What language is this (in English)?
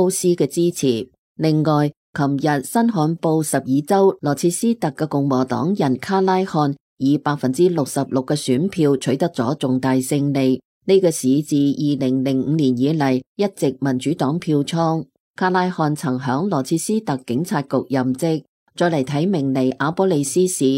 Cantonese